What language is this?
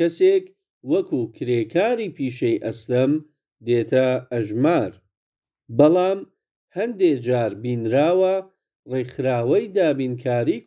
Central Kurdish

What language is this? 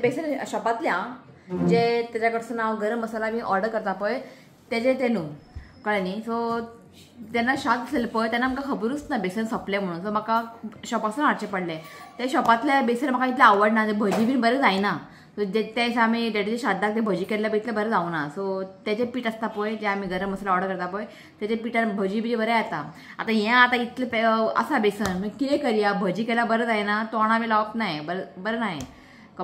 Konkani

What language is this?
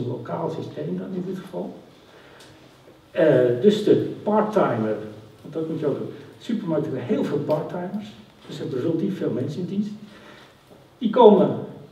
Dutch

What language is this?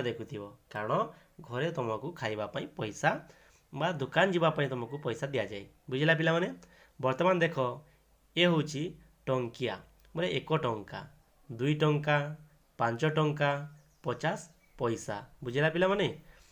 Odia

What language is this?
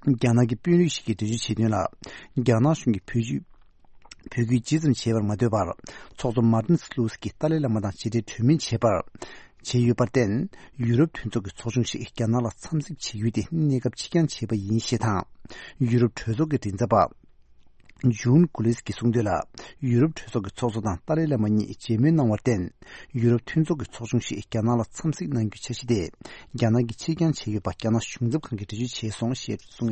Tibetan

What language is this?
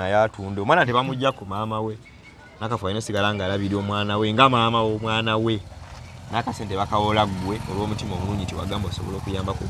Ganda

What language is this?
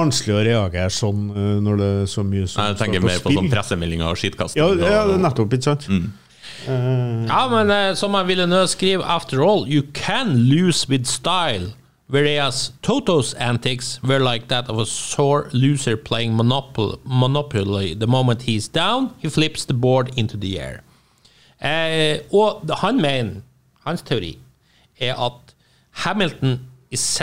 Norwegian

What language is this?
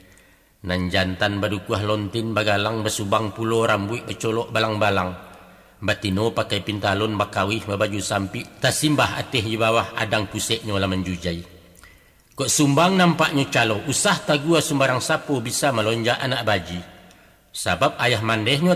Minangkabau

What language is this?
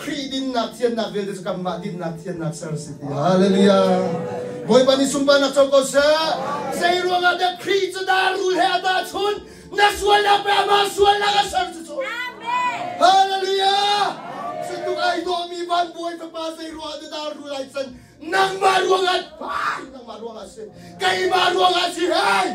Hakha Chin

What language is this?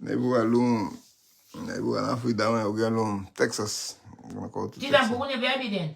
Garifuna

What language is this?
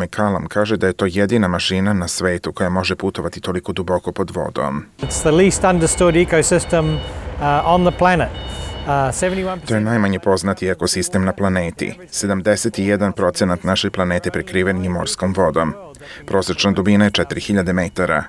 Serbian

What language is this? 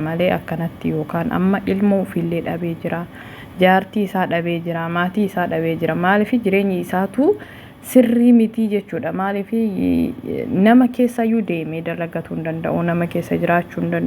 Oromo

